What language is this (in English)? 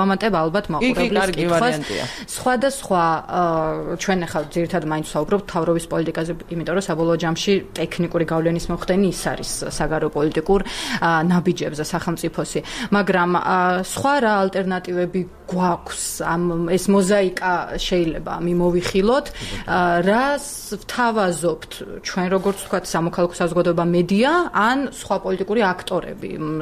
Georgian